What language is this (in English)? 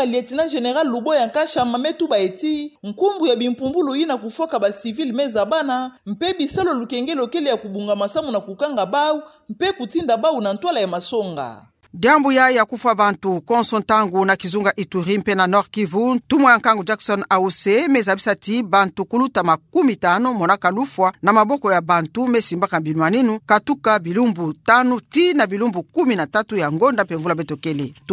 Kituba (Democratic Republic of Congo)